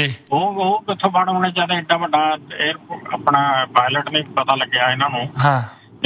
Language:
Punjabi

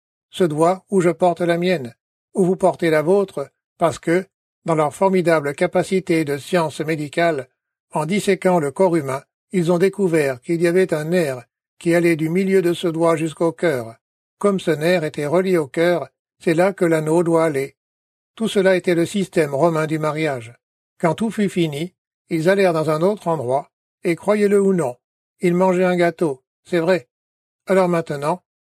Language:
French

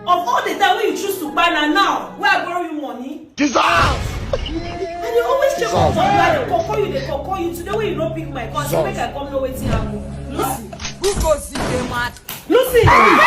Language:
Nigerian Pidgin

